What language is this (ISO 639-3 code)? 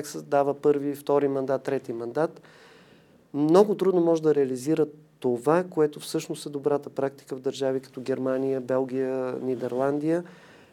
bul